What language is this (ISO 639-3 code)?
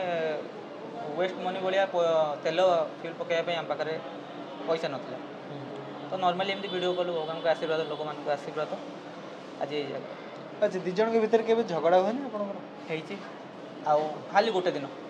ori